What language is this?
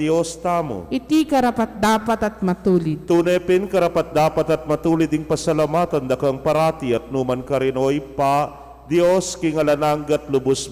Pampanga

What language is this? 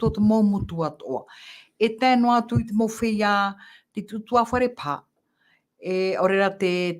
Tahitian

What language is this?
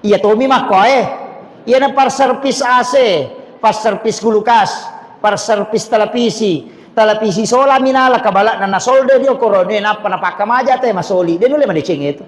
Buginese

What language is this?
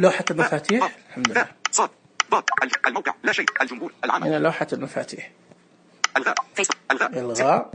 Najdi Arabic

